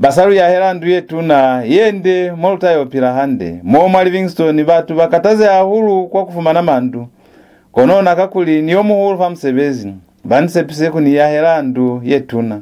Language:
Lozi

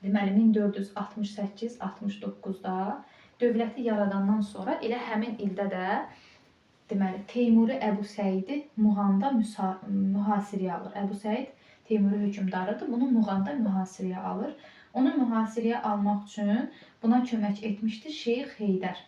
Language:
Azerbaijani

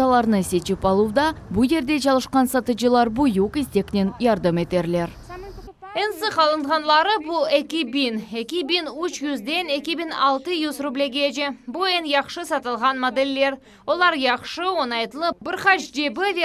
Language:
Crimean Tatar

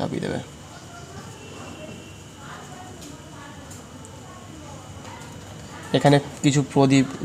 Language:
Bangla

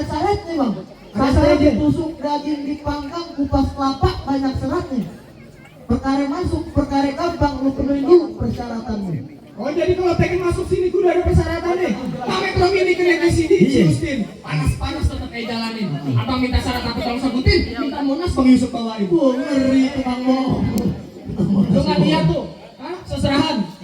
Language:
Betawi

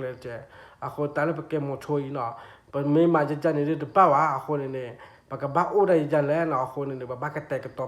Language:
S'gaw Karen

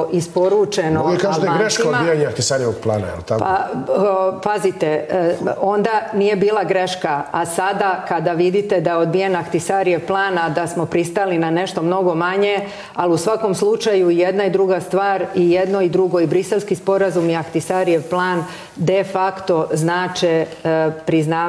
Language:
Serbian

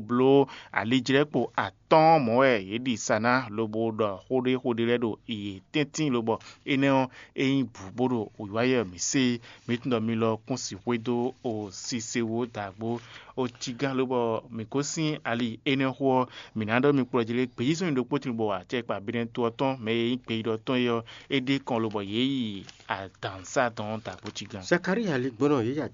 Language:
Fon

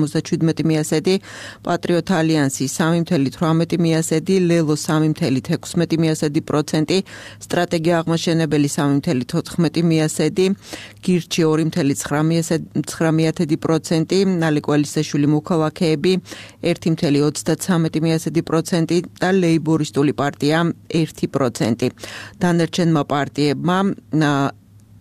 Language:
Georgian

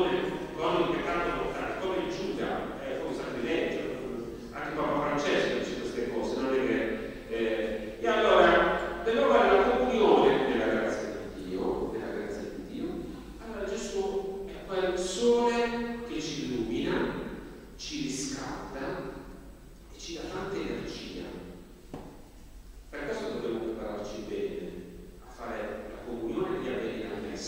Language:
Italian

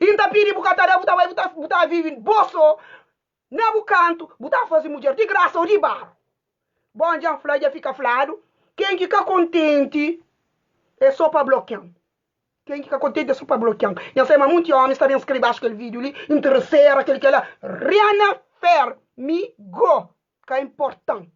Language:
Kabuverdianu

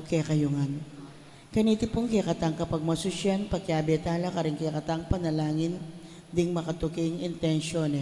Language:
Pampanga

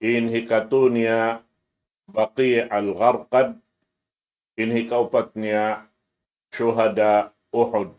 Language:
Tausug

